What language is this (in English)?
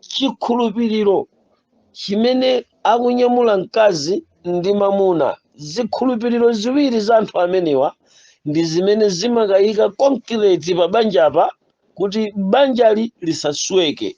Nyanja